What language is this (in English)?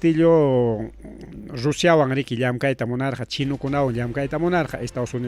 Ayacucho Quechua